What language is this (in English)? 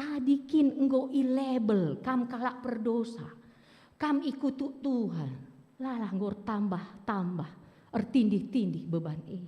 Batak Karo